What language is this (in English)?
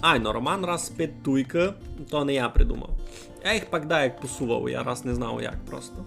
Rusyn